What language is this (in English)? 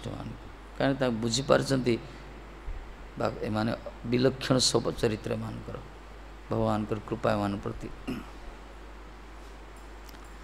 Odia